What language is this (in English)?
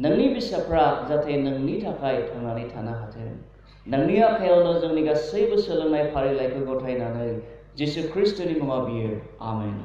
Bodo